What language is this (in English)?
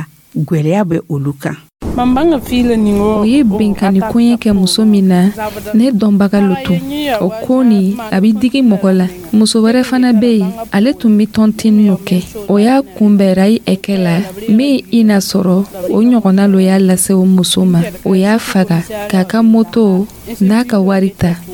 Dyula